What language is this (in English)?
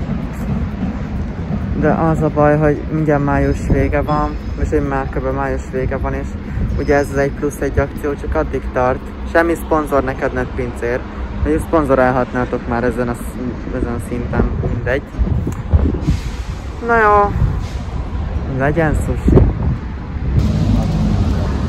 Hungarian